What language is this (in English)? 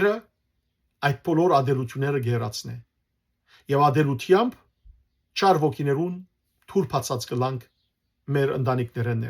Western Armenian